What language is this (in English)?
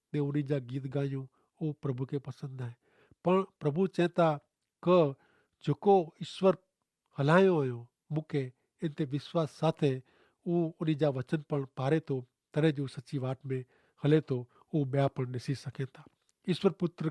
Kachhi